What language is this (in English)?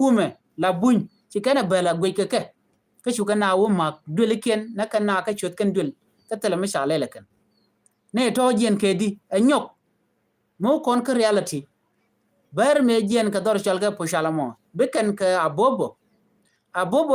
Nuer